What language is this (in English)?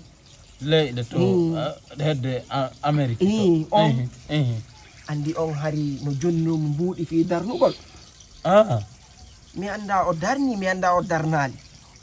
Fula